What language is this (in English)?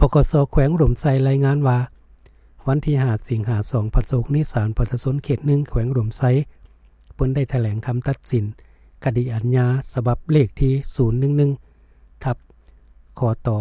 Lao